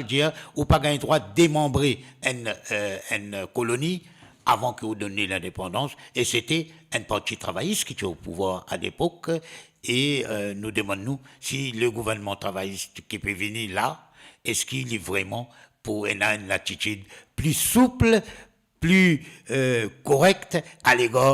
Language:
Morisyen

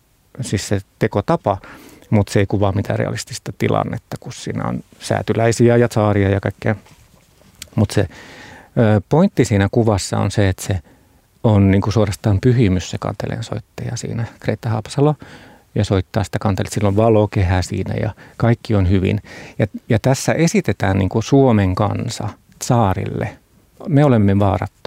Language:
Finnish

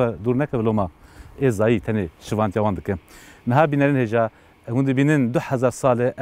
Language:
Kurdish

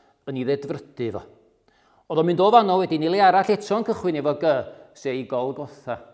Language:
Welsh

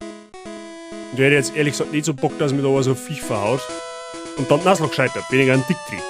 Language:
Bavarian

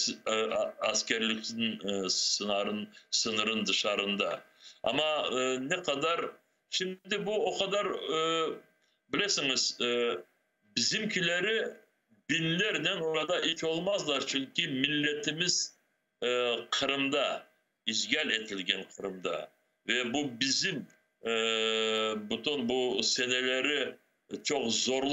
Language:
Crimean Tatar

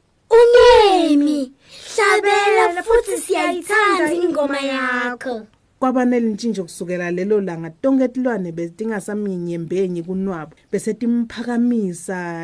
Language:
Swati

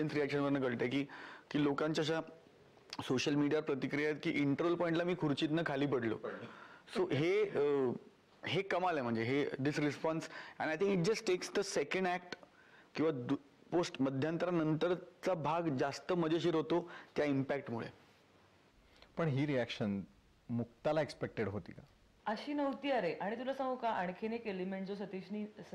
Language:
Marathi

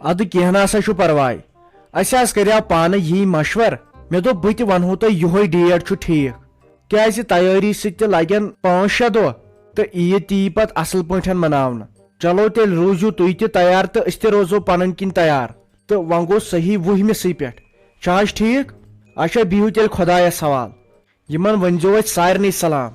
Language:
Kashmiri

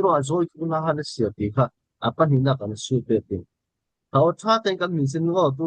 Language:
Falam Chin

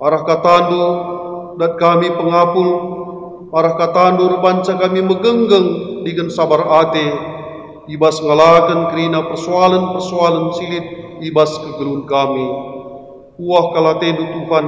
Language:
Batak Karo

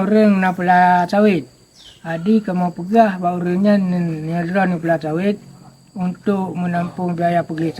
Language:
Achinese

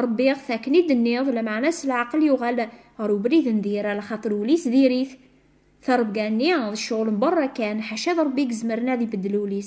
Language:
Kabyle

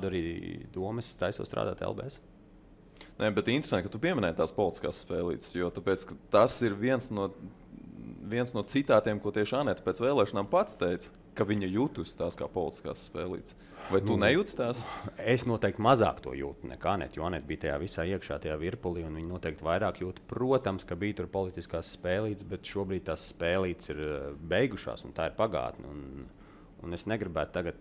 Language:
Latvian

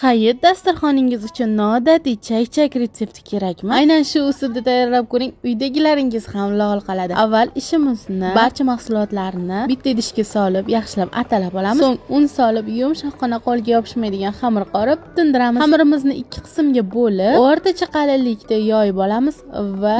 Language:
Uzbek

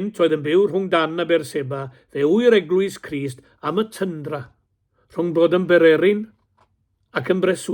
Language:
Welsh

